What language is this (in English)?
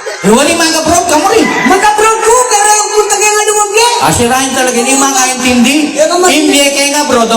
Pampanga